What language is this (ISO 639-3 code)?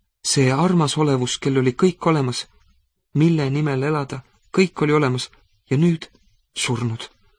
est